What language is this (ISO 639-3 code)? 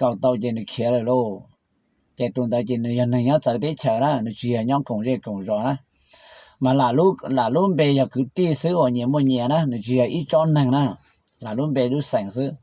hmn